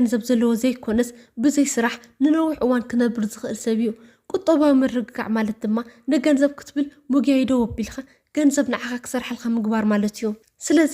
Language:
Tigrinya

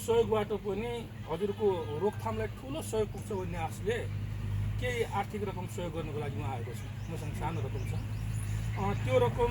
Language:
Nepali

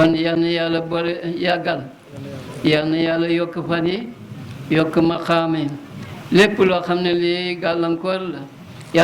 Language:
Wolof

